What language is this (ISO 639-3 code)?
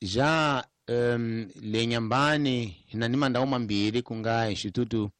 tso